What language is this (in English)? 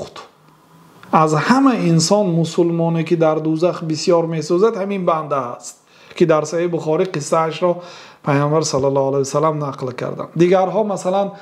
Persian